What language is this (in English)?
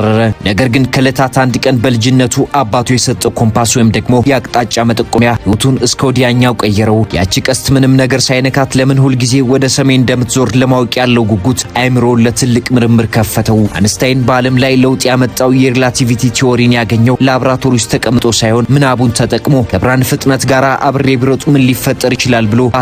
Amharic